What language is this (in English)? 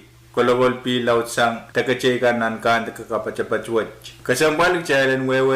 Pohnpeian